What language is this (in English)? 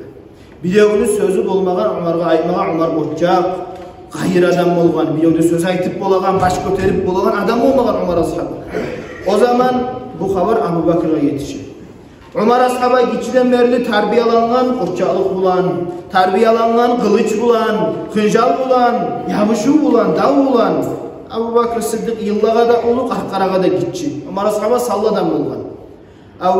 Kumyk